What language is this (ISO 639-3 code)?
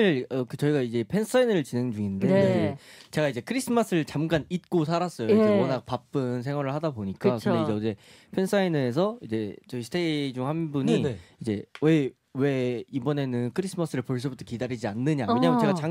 kor